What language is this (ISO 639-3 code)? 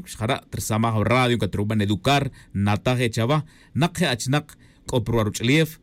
tzj